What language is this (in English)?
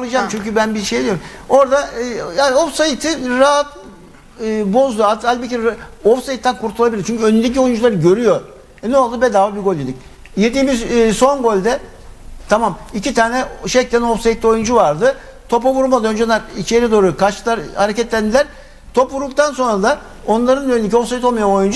Turkish